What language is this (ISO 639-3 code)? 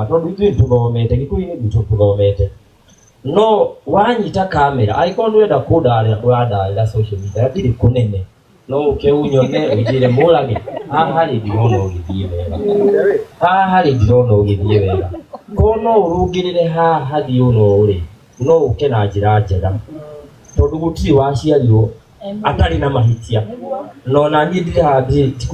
kik